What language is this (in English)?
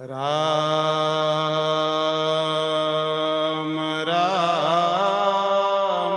Dogri